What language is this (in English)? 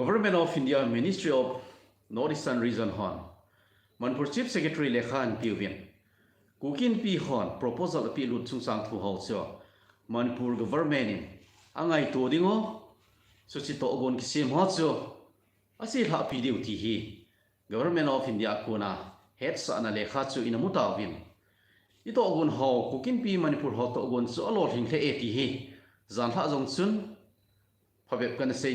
Thado Chin